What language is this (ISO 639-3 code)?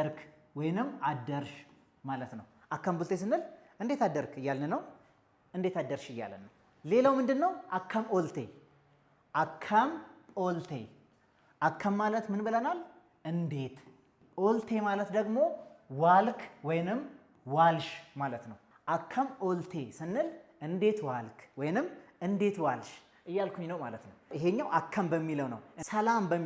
amh